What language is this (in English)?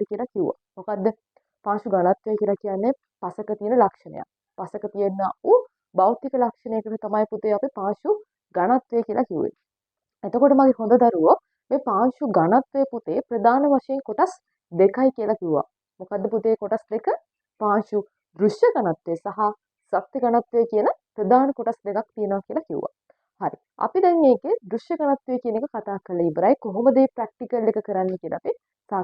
Sinhala